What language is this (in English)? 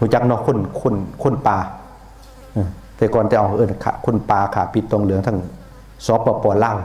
Northeastern Thai